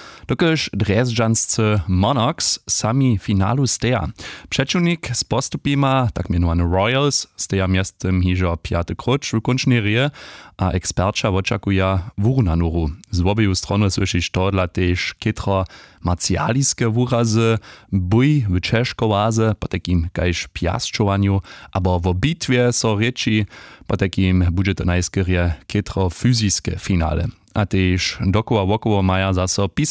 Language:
Upper Sorbian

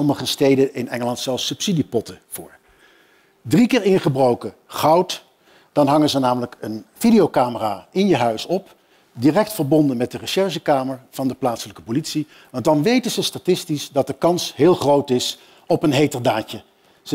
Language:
Dutch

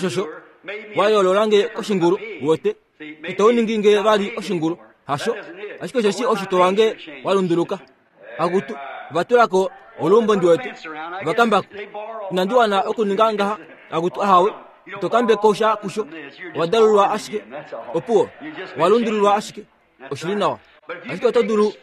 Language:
Kuanyama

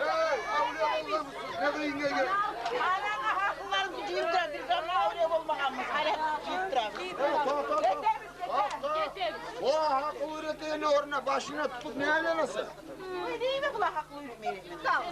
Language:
Kumyk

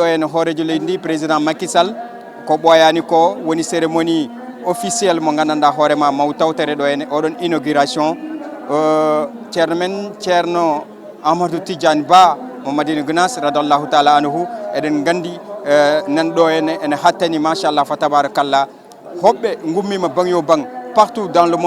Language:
Fula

